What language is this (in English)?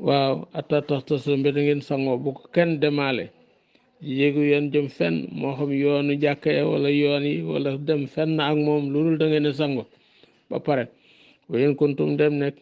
Wolof